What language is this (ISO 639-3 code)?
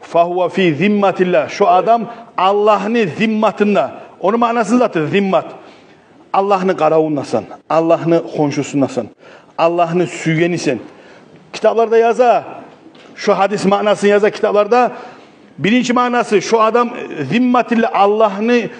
kum